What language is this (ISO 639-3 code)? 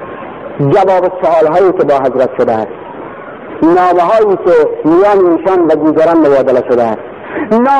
fas